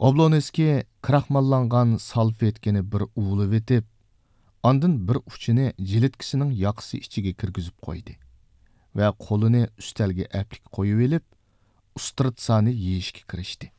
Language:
Uyghur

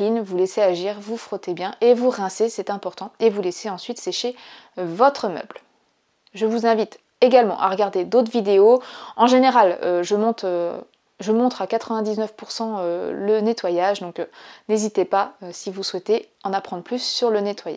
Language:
French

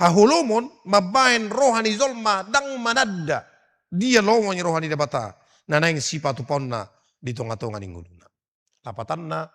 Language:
Batak Toba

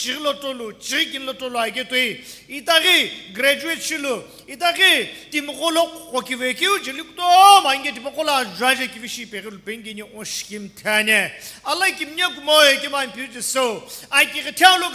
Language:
Sumi Naga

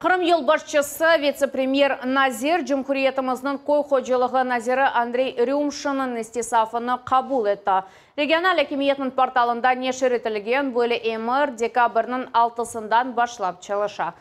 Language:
Crimean Tatar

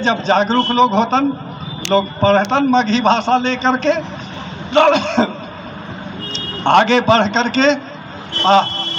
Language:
Magahi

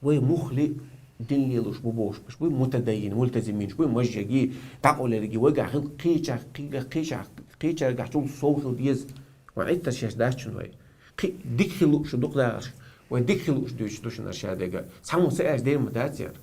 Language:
Chechen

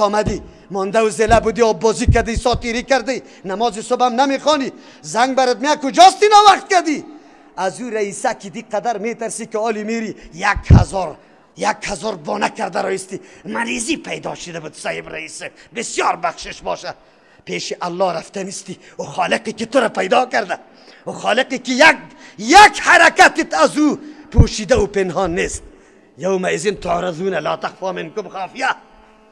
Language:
Persian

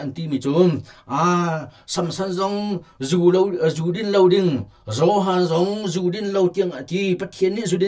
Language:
Hakha Chin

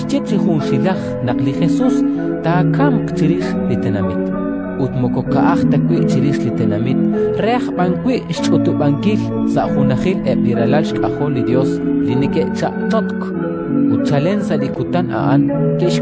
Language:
Kekchí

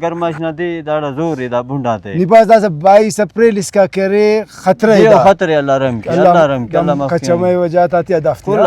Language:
Brahui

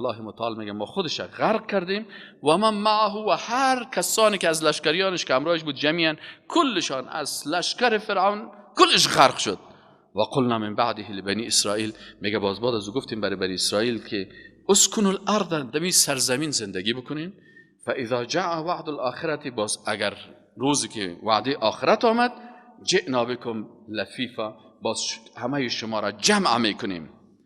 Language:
Persian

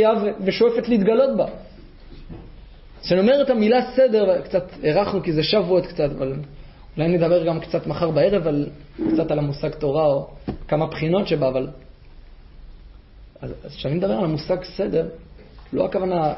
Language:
Hebrew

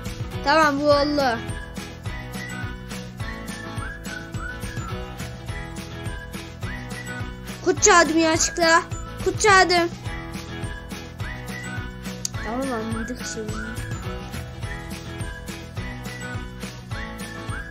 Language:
Turkish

